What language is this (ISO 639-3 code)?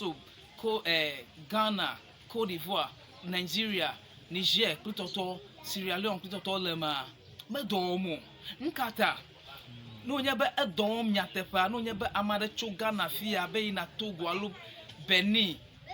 ewe